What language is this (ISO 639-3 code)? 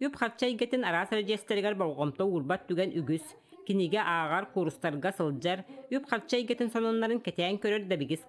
sah